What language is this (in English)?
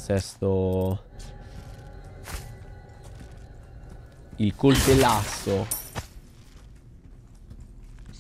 Italian